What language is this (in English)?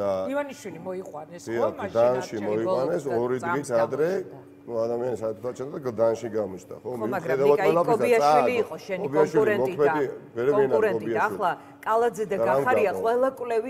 Georgian